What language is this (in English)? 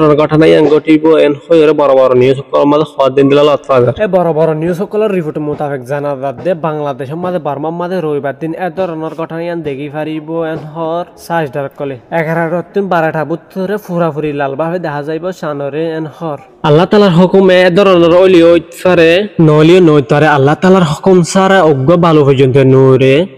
Rohingya